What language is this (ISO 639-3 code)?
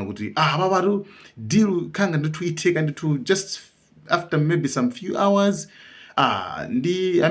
nya